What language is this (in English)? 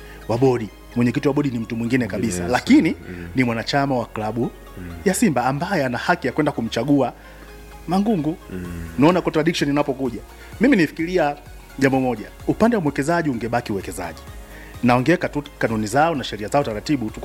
Swahili